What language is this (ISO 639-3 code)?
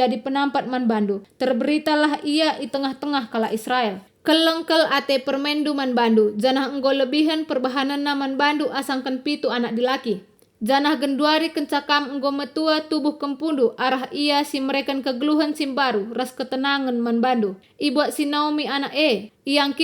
btx